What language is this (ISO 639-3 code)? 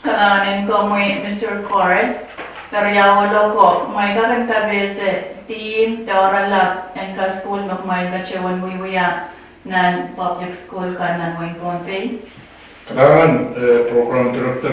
pon